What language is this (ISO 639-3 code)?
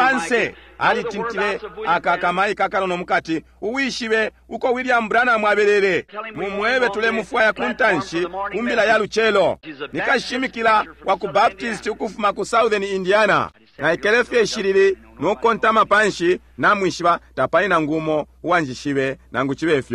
bem